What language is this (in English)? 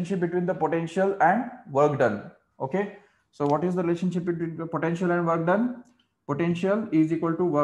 English